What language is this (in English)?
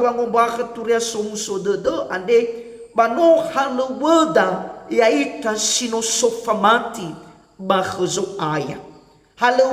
Nias